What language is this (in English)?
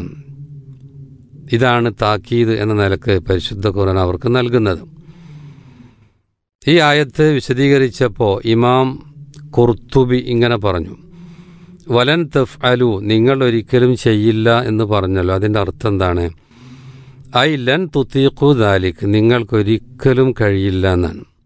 Malayalam